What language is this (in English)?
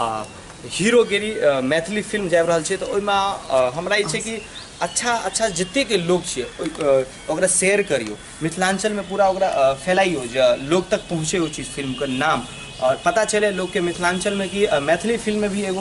Maithili